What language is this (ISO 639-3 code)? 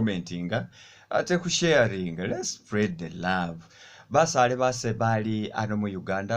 myx